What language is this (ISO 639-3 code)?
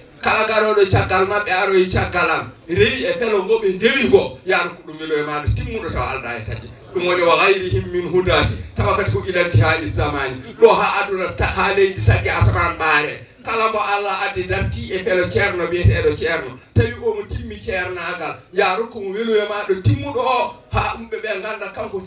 ful